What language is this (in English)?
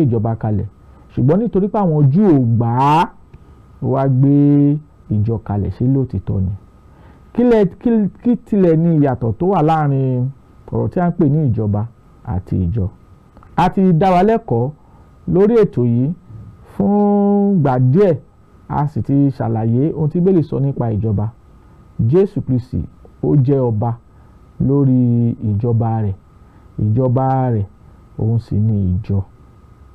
Yoruba